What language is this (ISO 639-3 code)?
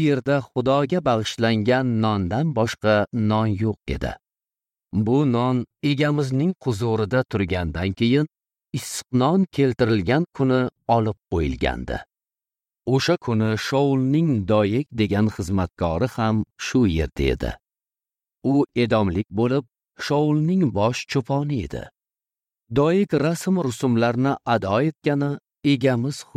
uzb